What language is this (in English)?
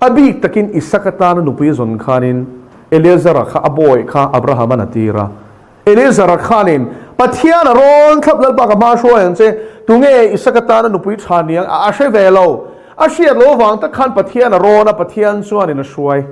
Mizo